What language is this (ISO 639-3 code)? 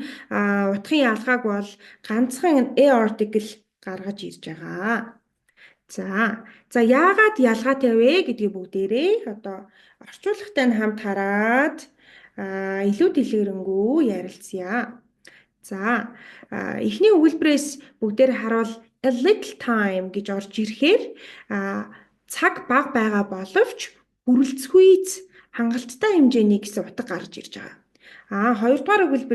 mon